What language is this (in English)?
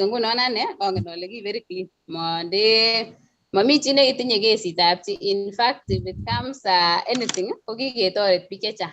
Kalenjin